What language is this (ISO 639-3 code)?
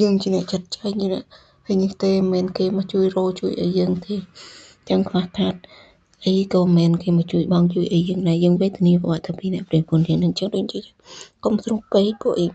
khm